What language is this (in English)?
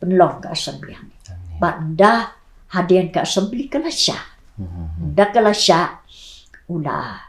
Khasi